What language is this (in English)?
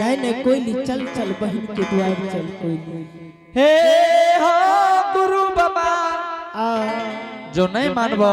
Angika